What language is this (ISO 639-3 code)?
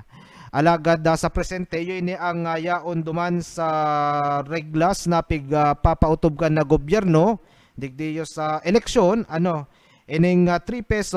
bik